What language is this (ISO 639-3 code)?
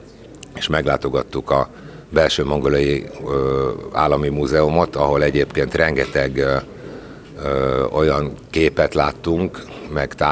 hun